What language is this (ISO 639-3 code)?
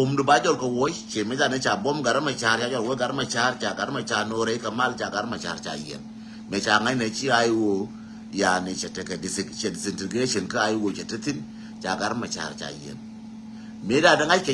nus